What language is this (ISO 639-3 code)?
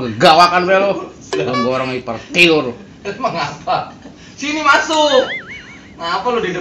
bew